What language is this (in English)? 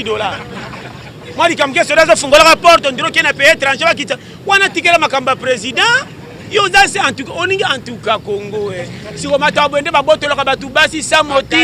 Lingala